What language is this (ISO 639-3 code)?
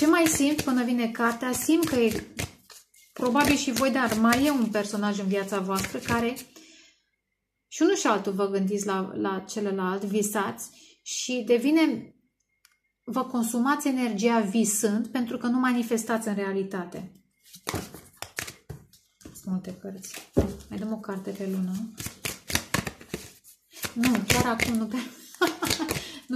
ron